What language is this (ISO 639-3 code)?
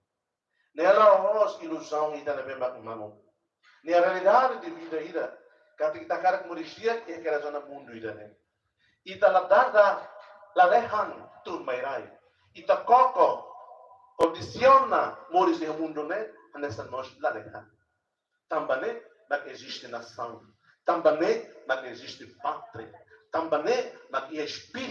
tet